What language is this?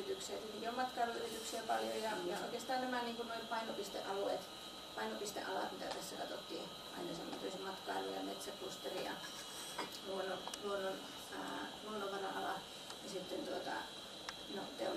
Finnish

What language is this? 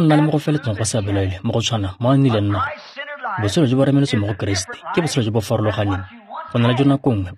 Tswana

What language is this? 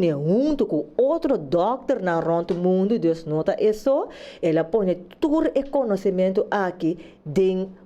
Papiamento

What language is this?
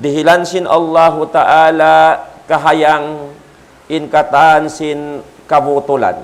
Tausug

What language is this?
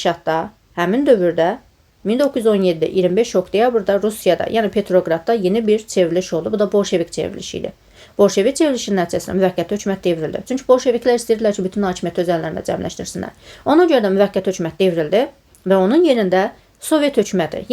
Azerbaijani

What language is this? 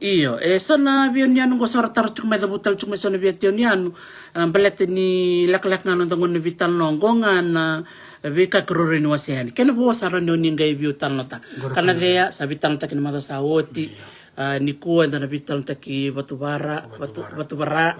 Fijian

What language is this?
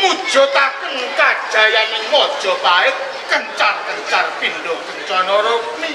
Javanese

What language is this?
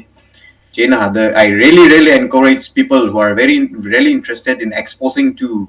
Tangkhul Naga (India)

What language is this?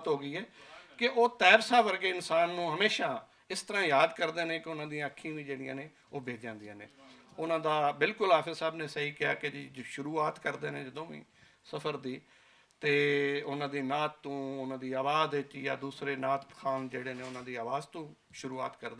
Western Panjabi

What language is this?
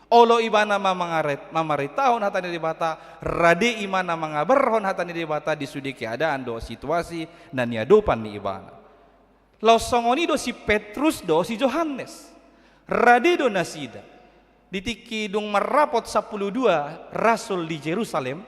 Batak Toba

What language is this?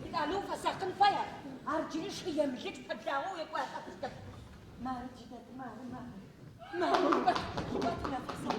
Adyghe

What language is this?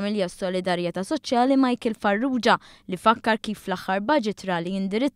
Maltese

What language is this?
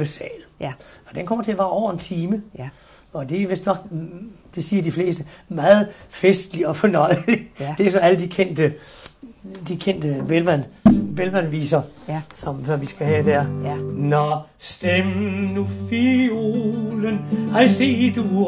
Danish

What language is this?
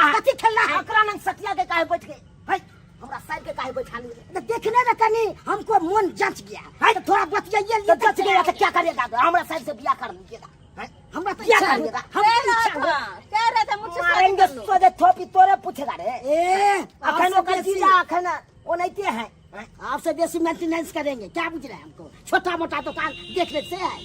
Maithili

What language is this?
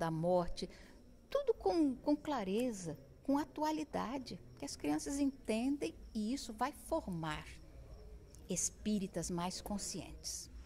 Portuguese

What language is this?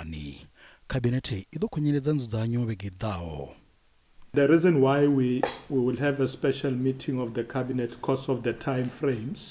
Venda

